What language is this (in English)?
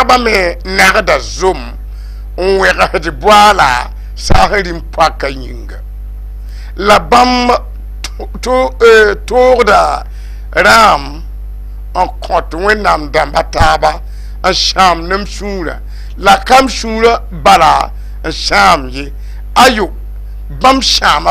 Mossi